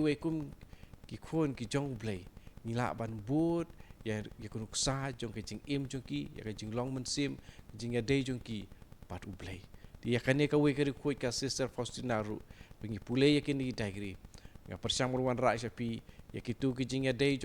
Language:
Khasi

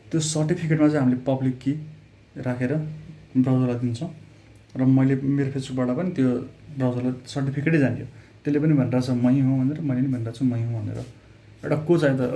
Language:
Nepali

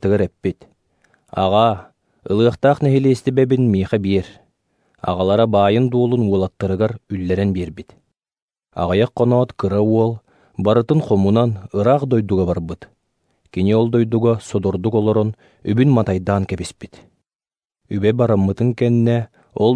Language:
Yakut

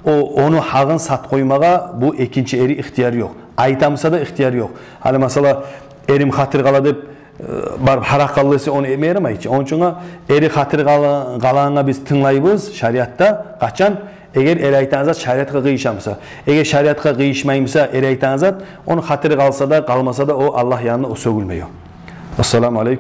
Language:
Kumyk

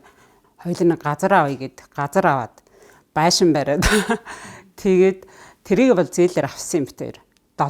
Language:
Mongolian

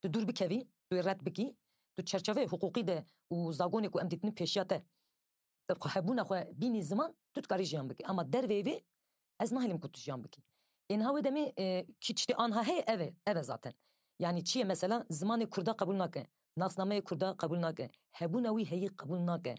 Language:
Kurdish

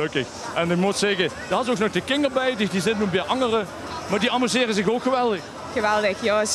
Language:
Limburgish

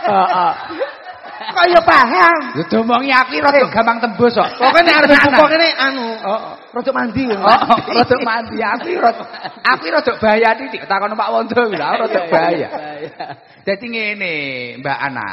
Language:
Javanese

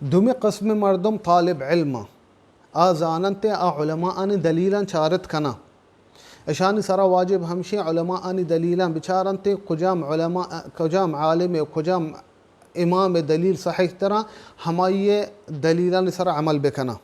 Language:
Baluchi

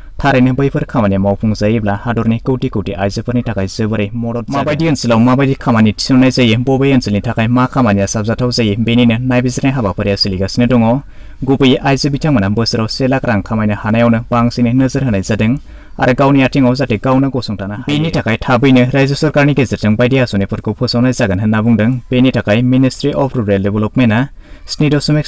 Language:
Bodo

